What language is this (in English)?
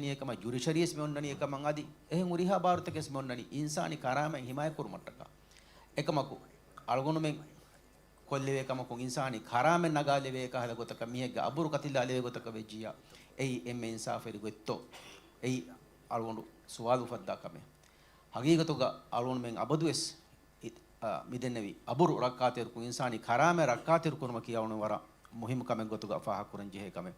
Divehi